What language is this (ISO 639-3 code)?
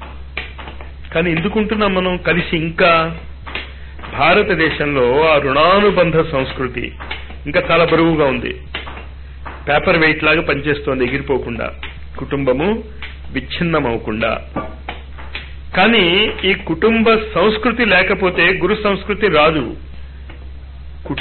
tel